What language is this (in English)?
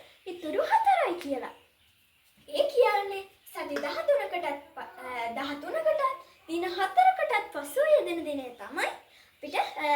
Sinhala